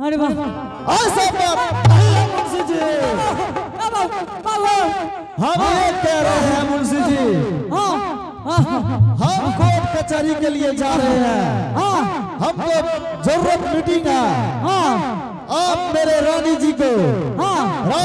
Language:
Angika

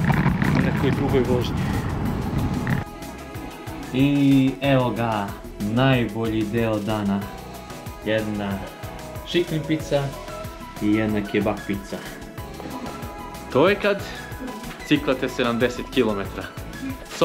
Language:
Serbian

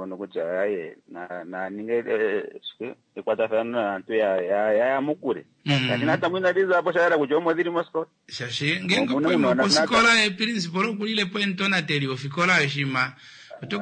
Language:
Kuanyama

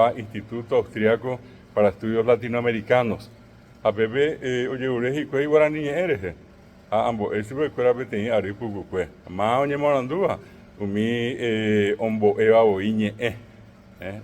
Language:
Guarani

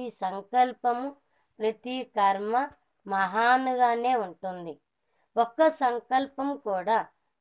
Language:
Telugu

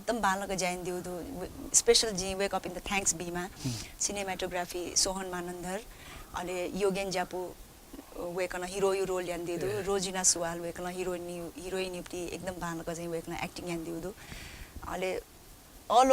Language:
Newari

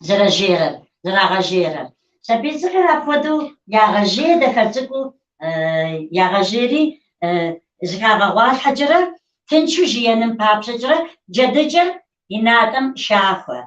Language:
Kabardian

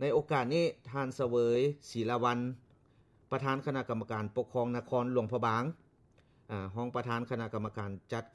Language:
Lao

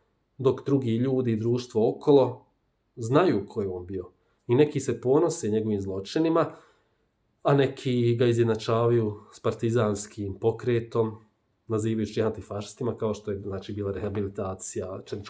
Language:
Bosnian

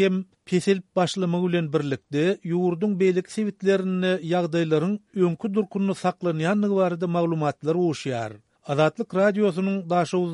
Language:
Turkmen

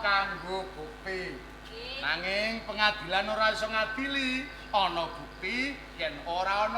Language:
Javanese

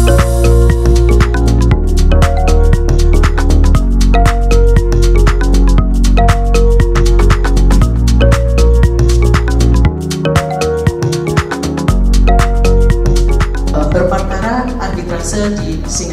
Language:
Indonesian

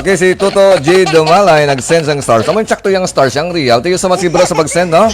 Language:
Hiligaynon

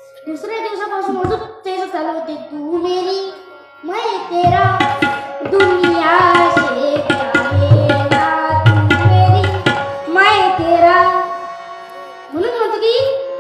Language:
Marathi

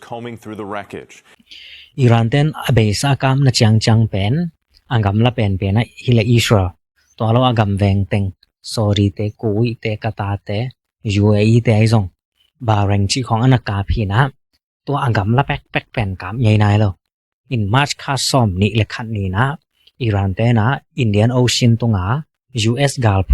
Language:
Tedim Chin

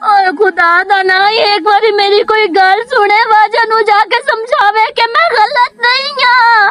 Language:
Western Panjabi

